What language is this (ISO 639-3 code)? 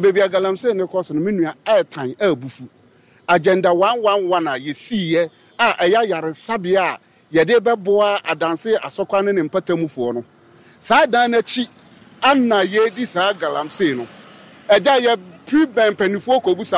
aka